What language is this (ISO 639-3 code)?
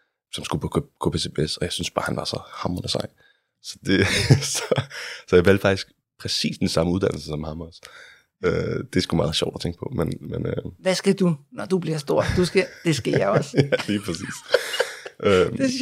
dan